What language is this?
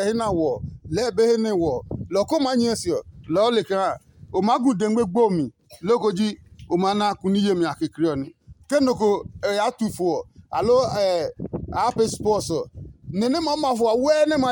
Adangme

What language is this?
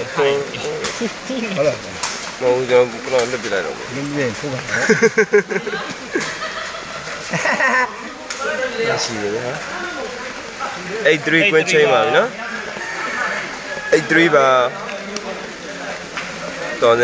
Burmese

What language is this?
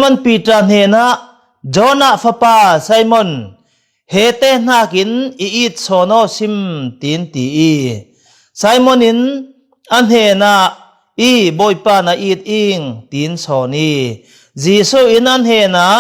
Falam Chin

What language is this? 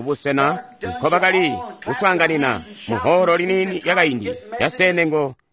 Tonga (Zambia)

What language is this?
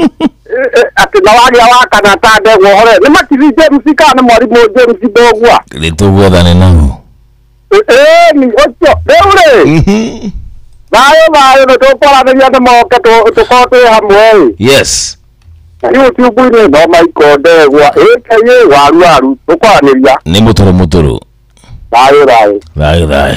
Kikuyu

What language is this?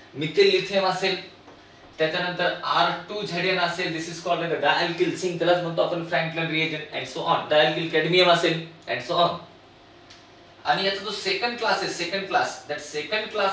Marathi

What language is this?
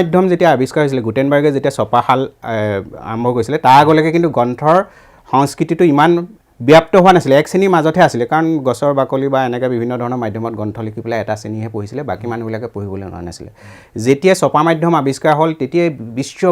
Assamese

